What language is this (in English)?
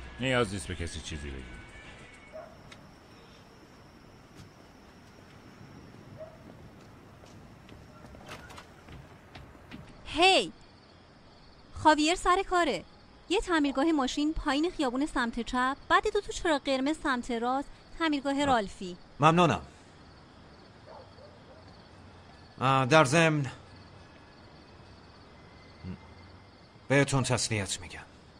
Persian